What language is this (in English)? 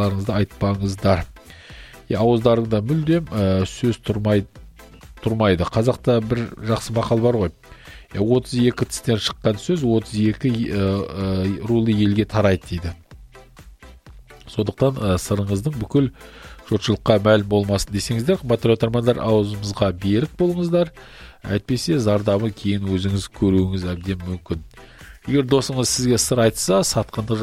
Kazakh